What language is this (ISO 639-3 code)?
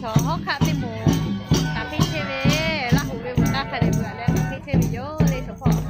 lhu